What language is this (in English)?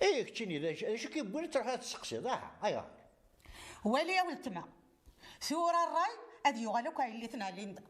Kabyle